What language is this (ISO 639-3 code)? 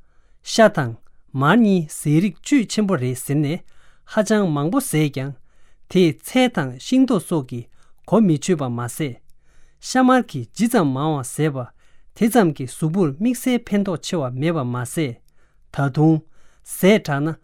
bod